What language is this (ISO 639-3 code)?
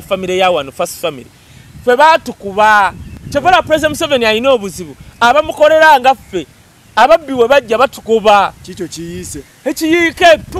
lug